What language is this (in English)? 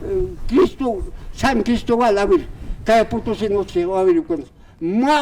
Aymara